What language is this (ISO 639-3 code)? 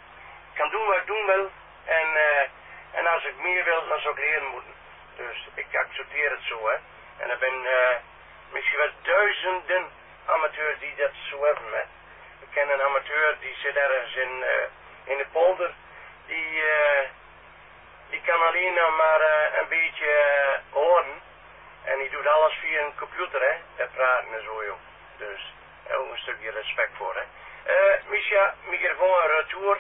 nld